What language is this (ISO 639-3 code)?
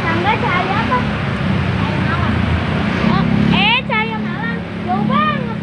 bew